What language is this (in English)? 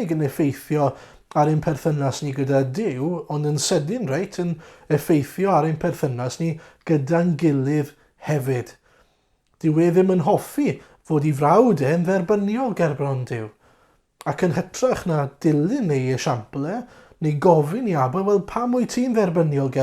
Welsh